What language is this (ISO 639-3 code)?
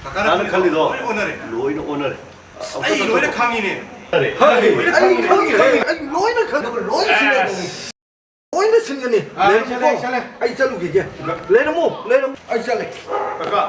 mni